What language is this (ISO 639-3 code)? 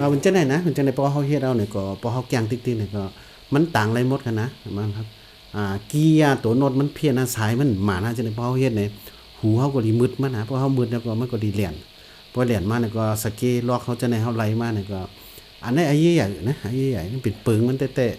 shn